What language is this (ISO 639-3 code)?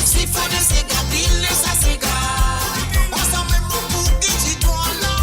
mfe